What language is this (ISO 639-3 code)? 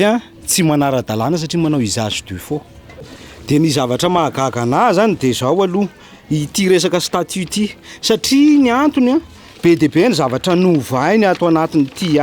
mlg